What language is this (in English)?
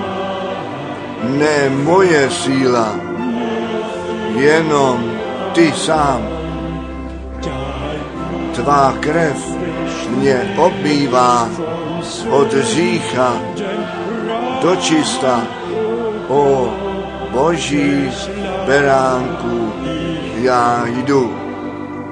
Czech